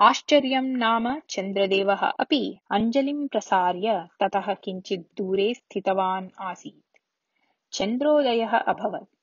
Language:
Sanskrit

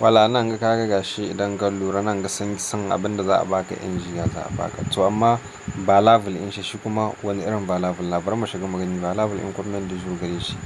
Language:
Hausa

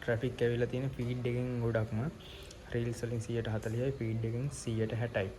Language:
Sinhala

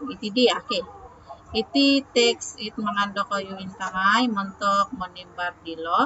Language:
Central Dusun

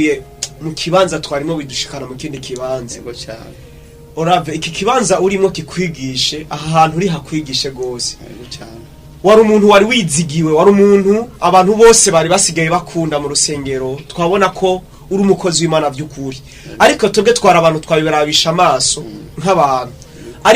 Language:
Rundi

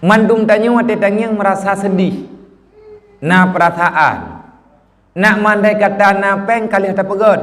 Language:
Achinese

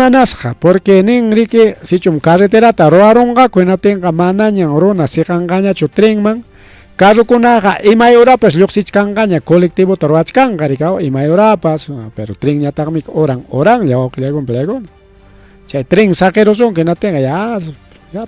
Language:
Ayacucho Quechua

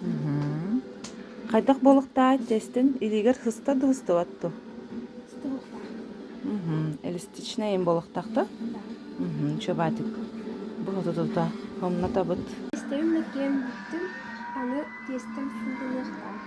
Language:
Yakut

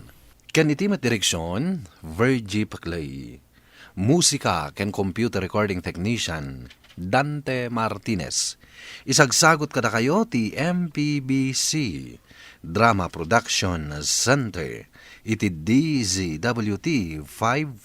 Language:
Iloko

